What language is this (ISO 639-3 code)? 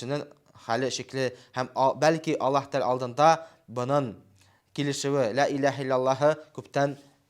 bak